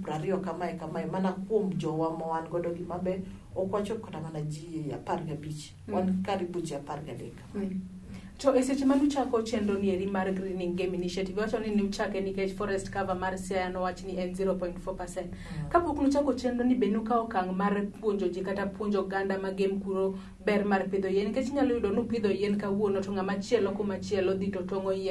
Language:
Luo (Kenya and Tanzania)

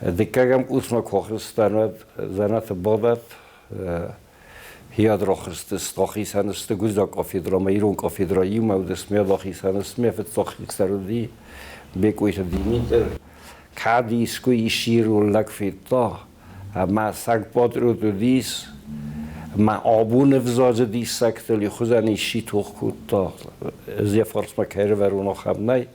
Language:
Ossetic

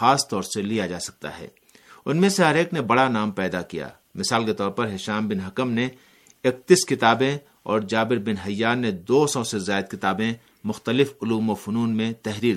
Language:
Urdu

